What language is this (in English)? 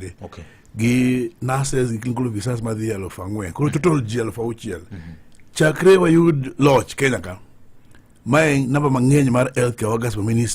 Luo (Kenya and Tanzania)